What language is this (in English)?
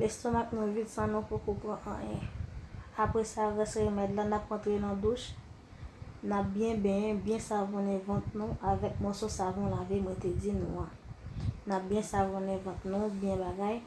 Haitian Creole